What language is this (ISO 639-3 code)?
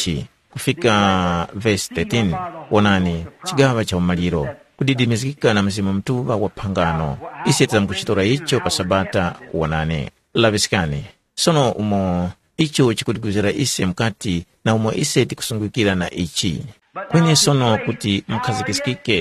tum